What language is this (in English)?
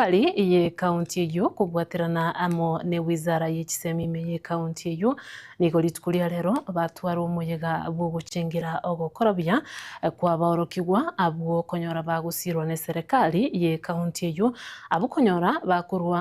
Gusii